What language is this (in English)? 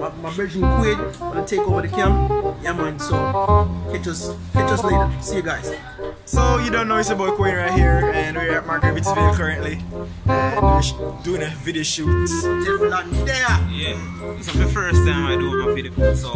Jamaican Creole English